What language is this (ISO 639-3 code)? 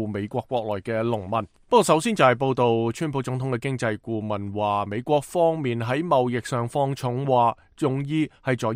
yue